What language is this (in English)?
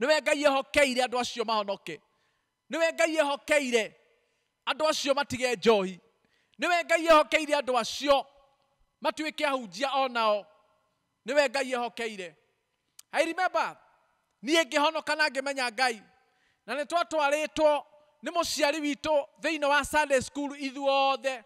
Kikuyu